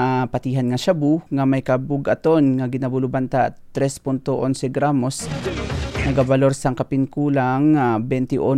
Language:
Hiligaynon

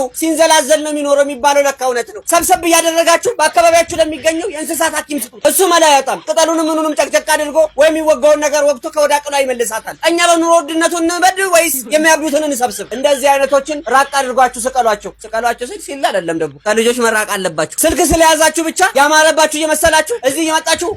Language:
Amharic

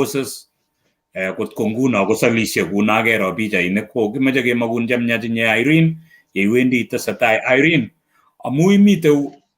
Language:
Kalenjin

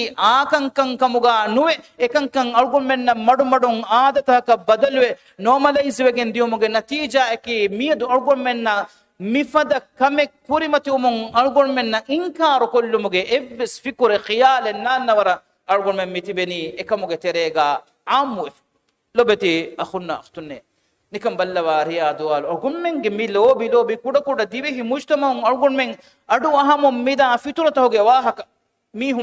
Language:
Divehi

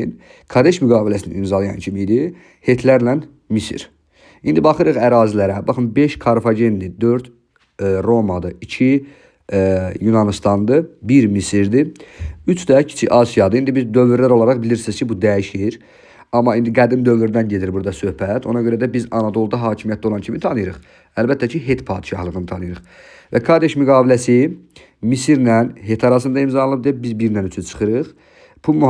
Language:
Azerbaijani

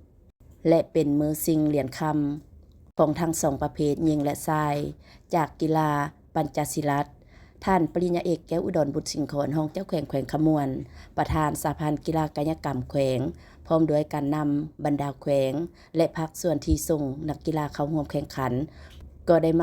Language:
Lao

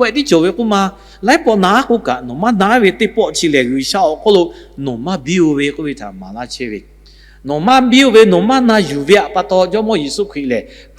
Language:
Lahu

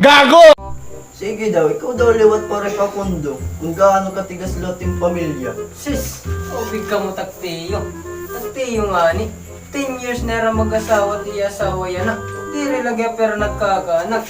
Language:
Waray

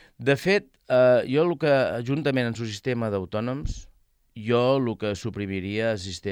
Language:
Catalan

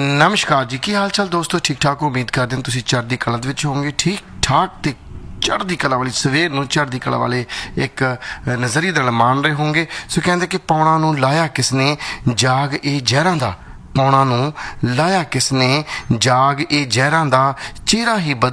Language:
Punjabi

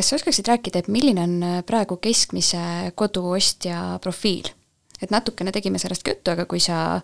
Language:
Estonian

